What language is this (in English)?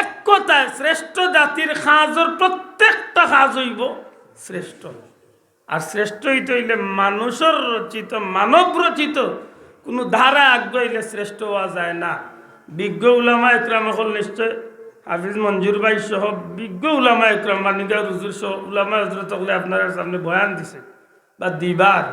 Sylheti